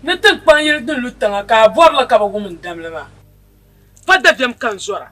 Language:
Dagbani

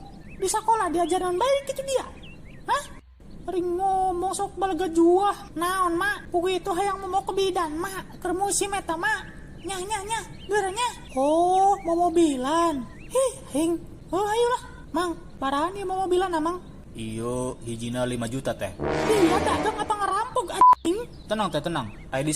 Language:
Sundanese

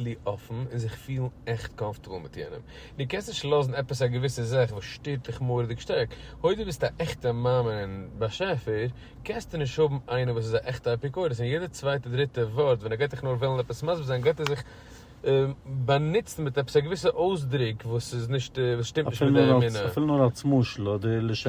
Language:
Yiddish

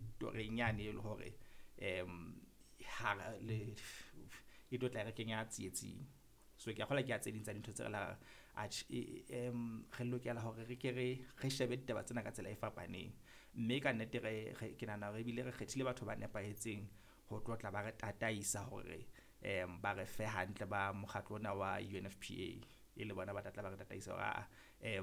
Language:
Southern Sotho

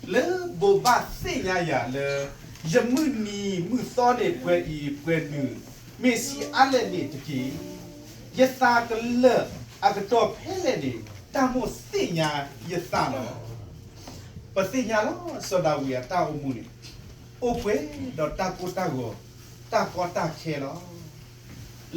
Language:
S'gaw Karen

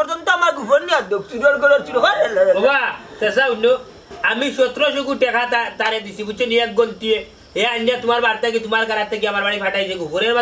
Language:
Sylheti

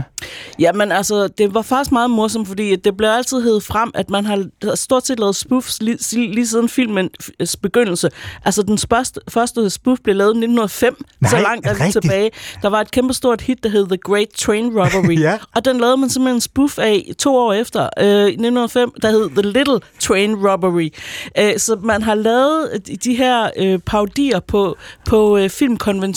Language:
Danish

